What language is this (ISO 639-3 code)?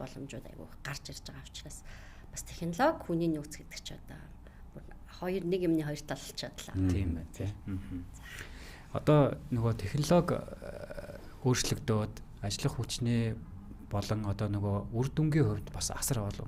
mon